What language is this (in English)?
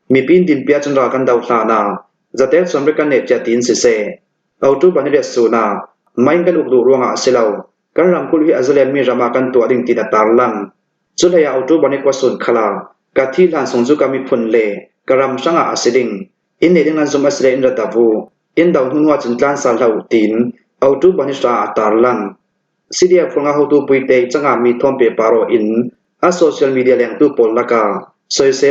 Hakha Chin